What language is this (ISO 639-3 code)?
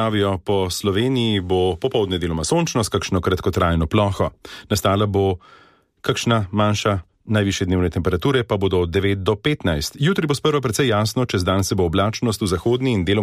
slv